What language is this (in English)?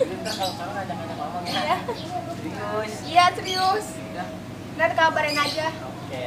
Betawi